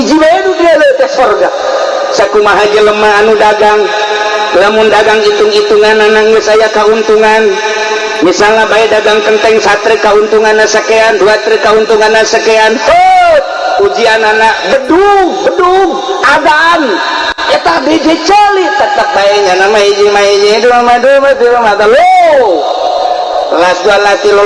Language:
Sundanese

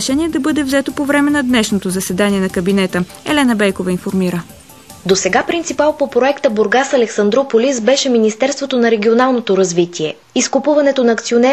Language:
Bulgarian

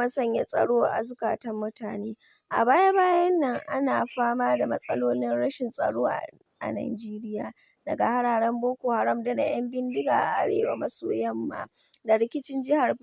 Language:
Hausa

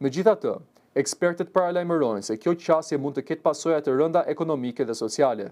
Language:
Albanian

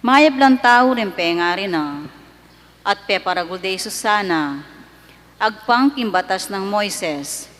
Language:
Pampanga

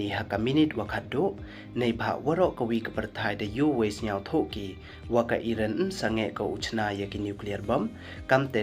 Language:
Pnar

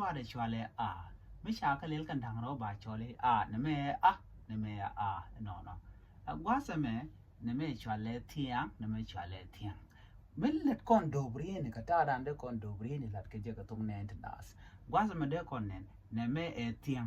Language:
Nuer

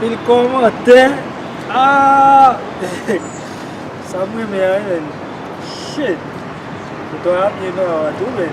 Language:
Haitian Creole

